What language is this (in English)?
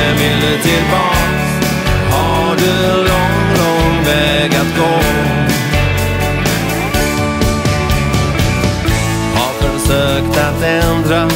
Swedish